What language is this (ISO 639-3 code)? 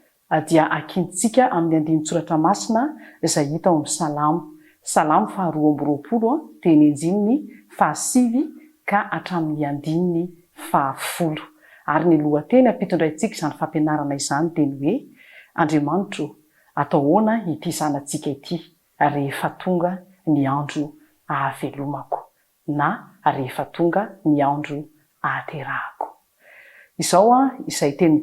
mlg